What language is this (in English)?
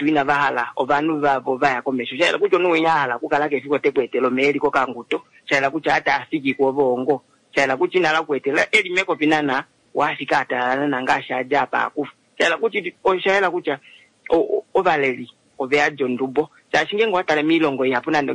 Kuanyama